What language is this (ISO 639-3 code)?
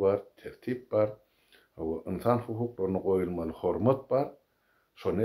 tuk